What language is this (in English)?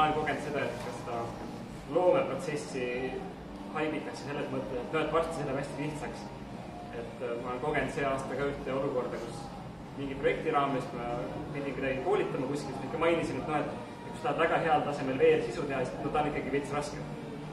Estonian